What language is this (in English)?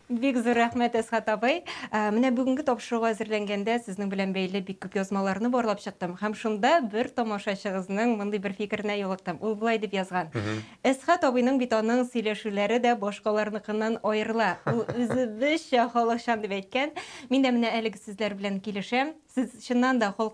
Tatar